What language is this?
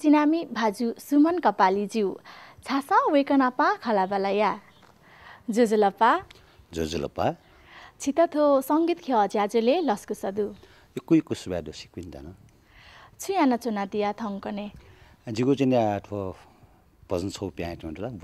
Newari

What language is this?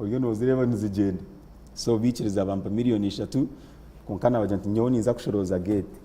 Nyankole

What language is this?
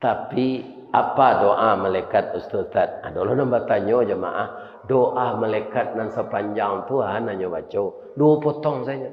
Minangkabau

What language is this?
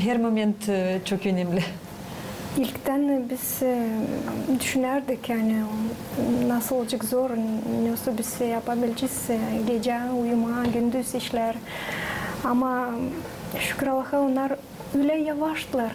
Gagauz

